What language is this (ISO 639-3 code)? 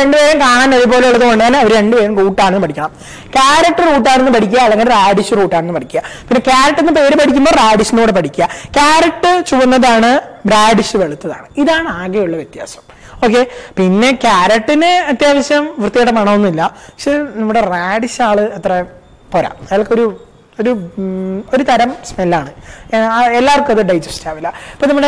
mal